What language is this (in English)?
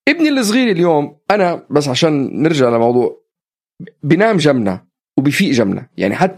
North Levantine Arabic